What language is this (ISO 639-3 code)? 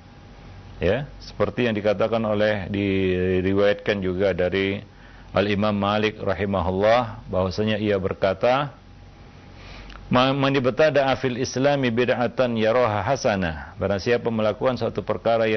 ind